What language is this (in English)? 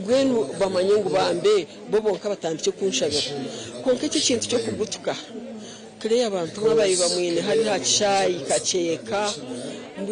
Nyankole